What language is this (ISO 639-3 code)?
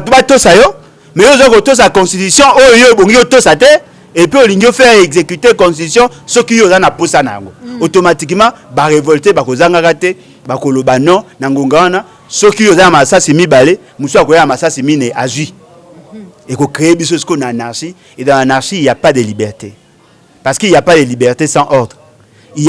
lin